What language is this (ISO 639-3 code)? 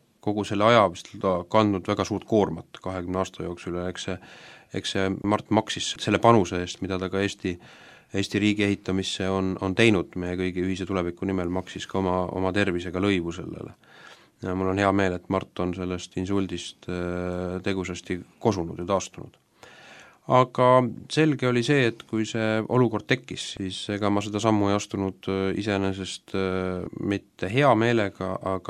est